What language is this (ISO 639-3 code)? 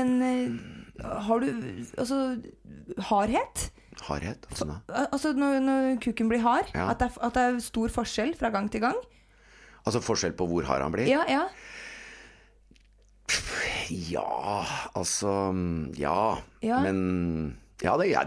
nor